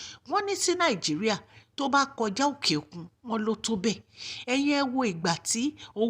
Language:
Yoruba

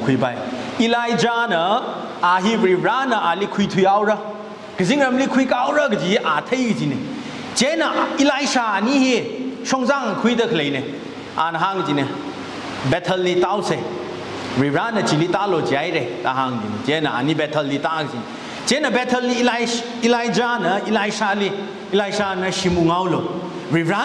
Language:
Tangkhul Naga (India)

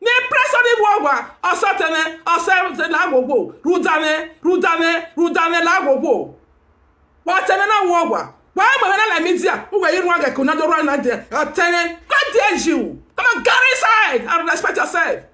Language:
Nigerian Pidgin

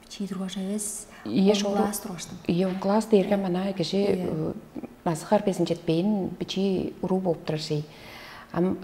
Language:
Tuvinian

